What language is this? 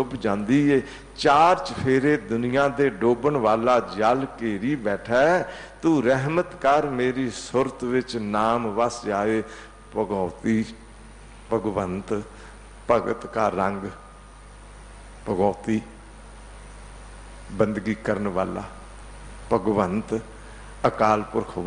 Punjabi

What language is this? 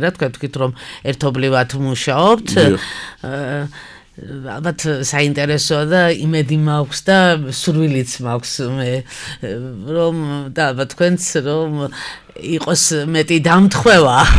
Georgian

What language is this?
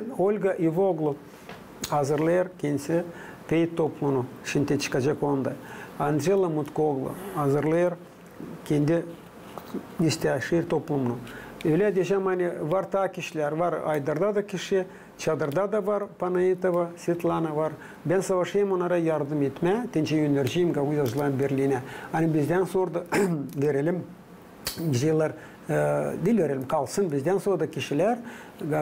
Gagauz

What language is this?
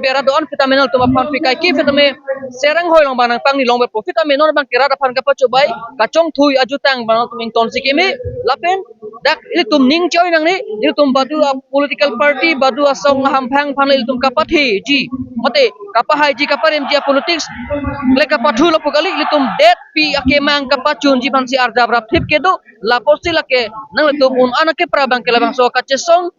Karbi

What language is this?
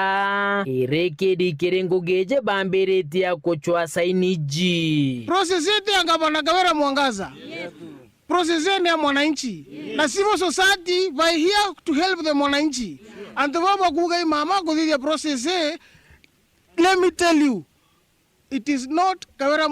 Meru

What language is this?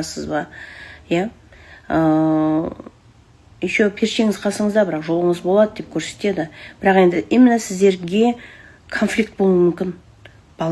Kazakh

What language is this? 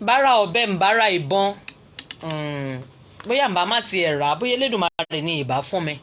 Yoruba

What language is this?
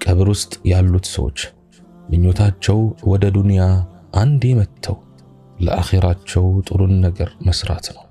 Amharic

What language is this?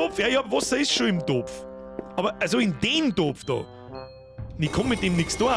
Bavarian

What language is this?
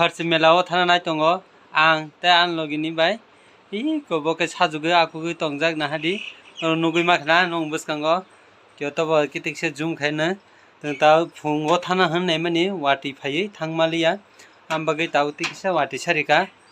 Kok Borok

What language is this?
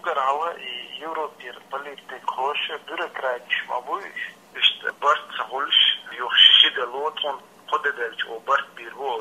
Chechen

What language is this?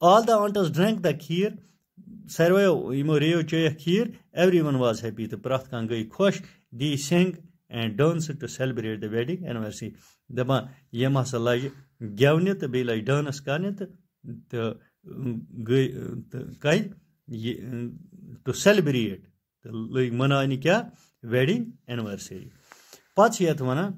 Kashmiri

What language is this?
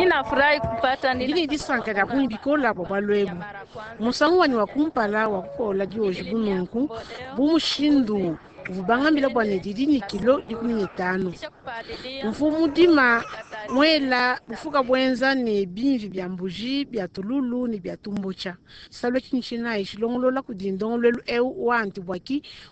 Luba-Lulua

